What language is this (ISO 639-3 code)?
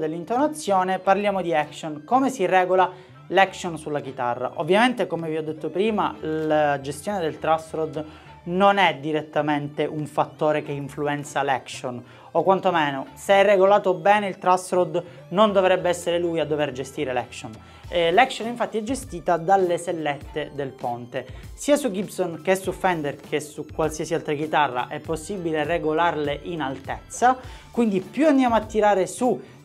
ita